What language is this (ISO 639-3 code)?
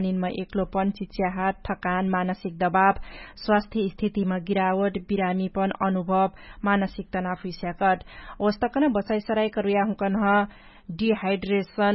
thl